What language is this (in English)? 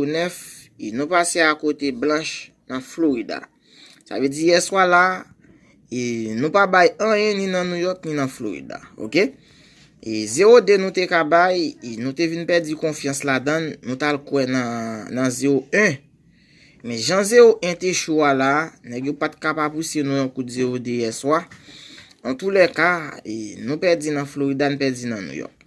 Haitian Creole